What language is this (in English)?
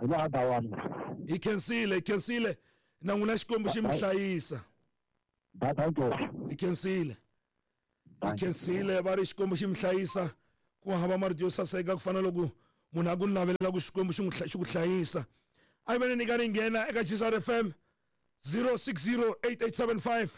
Tsonga